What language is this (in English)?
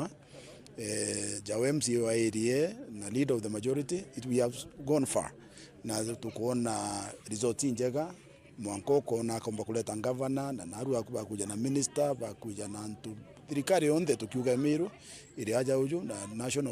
Meru